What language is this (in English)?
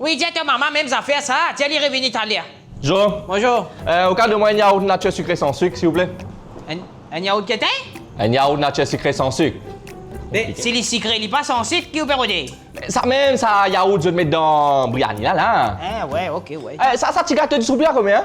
Morisyen